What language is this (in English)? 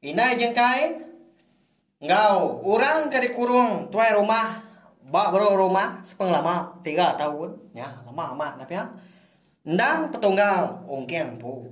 Iban